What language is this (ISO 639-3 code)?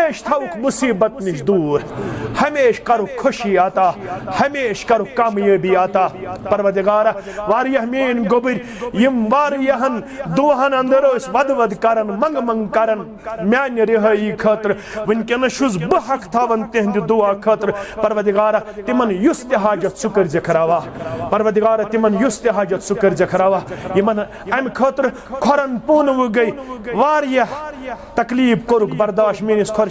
kas